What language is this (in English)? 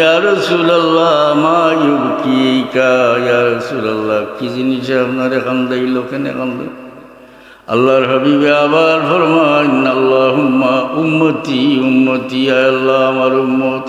Sylheti